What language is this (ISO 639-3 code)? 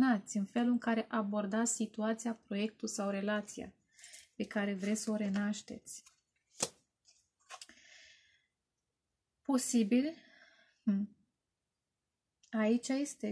ron